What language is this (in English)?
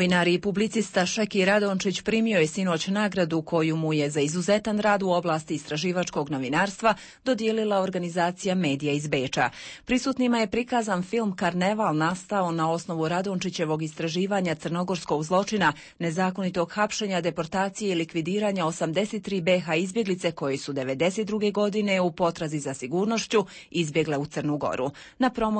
Bosnian